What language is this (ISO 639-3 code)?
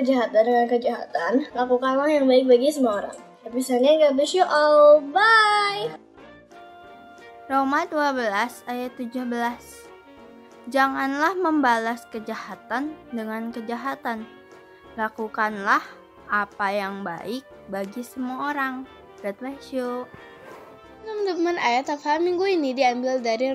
ind